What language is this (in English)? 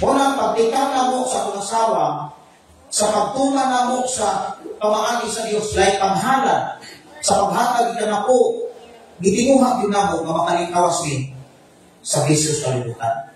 Cebuano